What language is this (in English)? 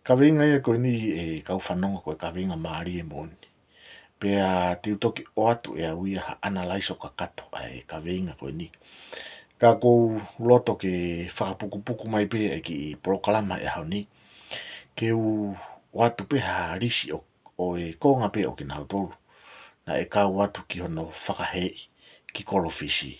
Tongan